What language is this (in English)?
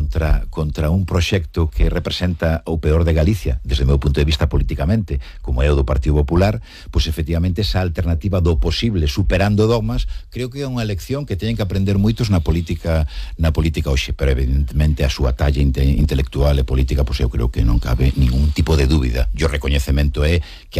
Galician